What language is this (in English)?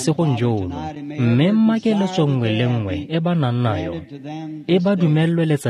Tswana